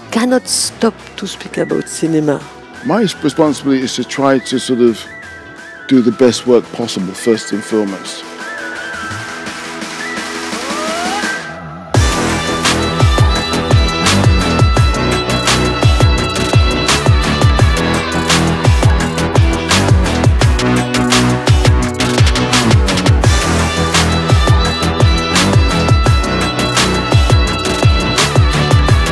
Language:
English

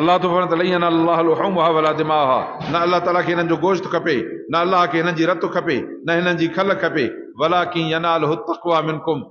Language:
Sindhi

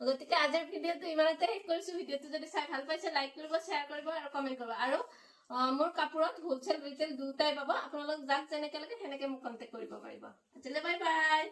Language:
Assamese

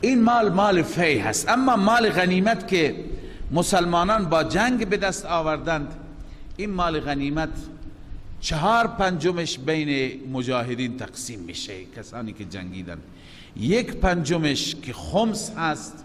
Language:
Persian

